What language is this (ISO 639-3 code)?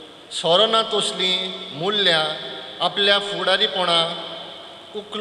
kok